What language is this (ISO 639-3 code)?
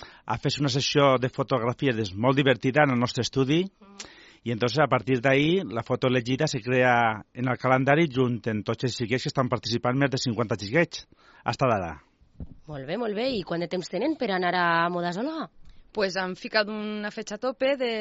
cat